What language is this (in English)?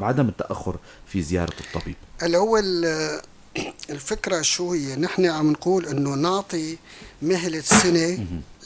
North Levantine Arabic